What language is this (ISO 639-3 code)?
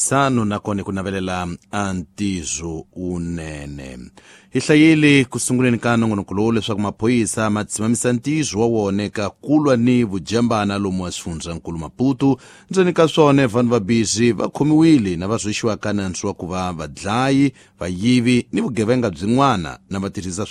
tso